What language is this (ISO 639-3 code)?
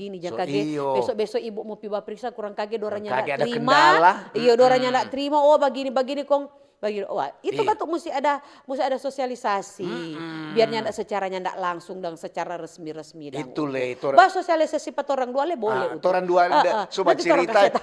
xmm